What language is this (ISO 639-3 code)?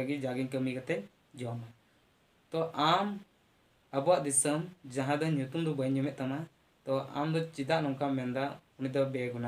sat